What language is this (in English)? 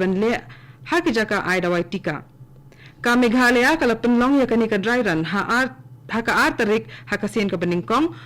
Khasi